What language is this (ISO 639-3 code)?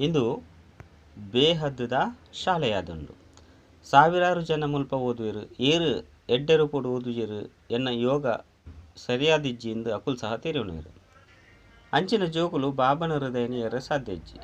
tcy